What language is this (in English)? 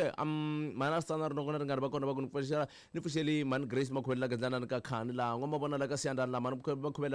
Tsonga